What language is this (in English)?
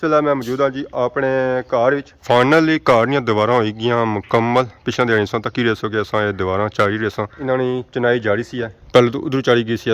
Pahari-Potwari